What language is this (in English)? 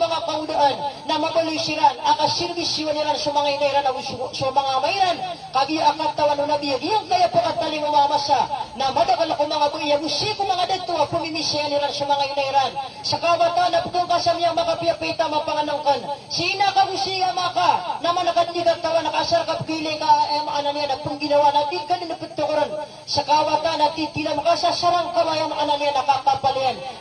Maranao